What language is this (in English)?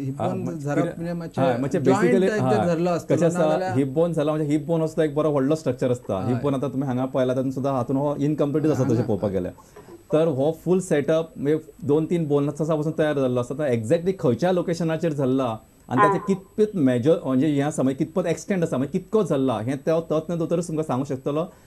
Konkani